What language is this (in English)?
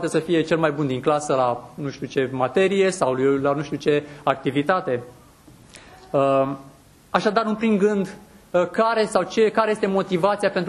Romanian